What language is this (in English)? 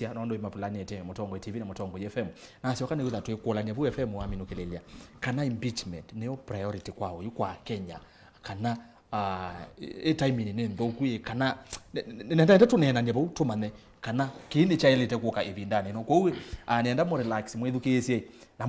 Kamba